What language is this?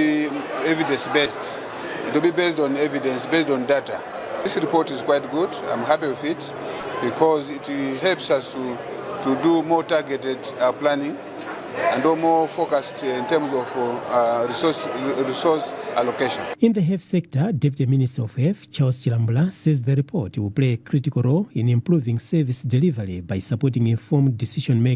English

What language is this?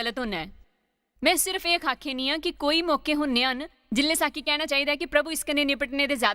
Dogri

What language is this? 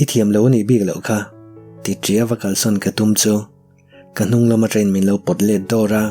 Mizo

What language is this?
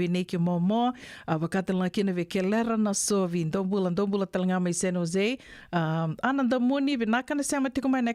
Fijian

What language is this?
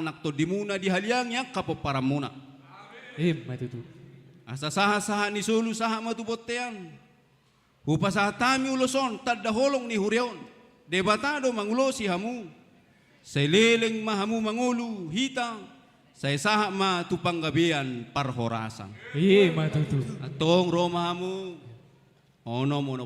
Batak Toba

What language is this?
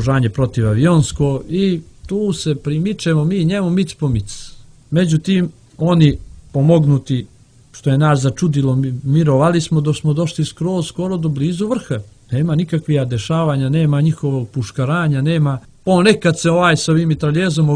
Serbian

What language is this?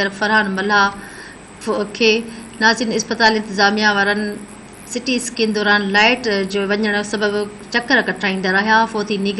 Sindhi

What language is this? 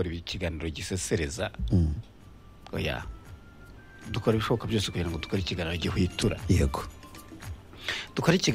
Kinyarwanda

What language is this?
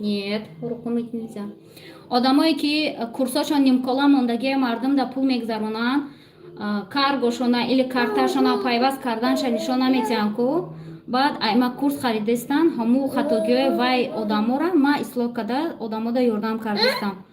Tajik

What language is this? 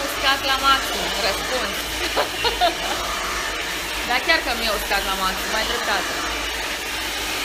Romanian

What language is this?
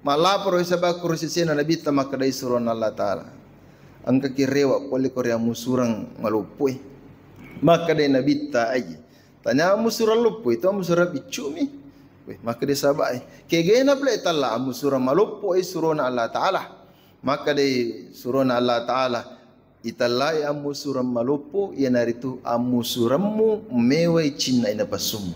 Buginese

